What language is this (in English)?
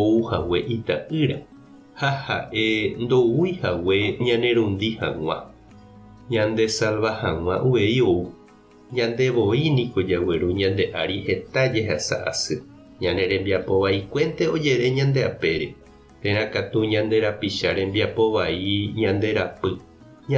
Guarani